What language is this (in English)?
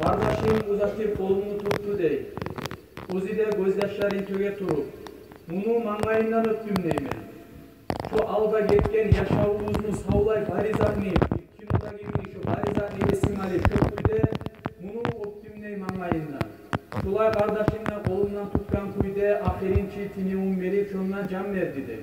Kumyk